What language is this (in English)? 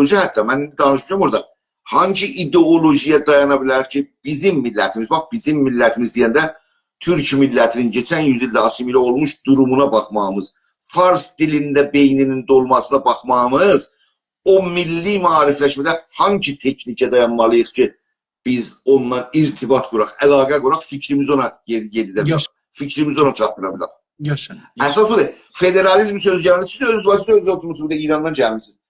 South Azerbaijani